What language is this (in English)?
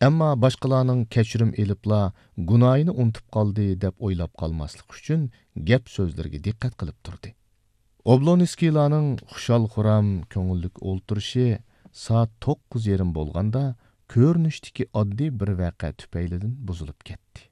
Uyghur